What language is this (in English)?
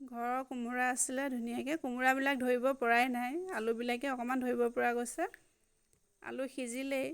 Assamese